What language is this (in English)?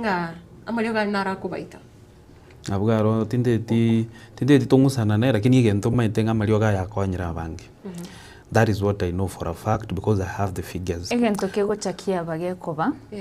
Gusii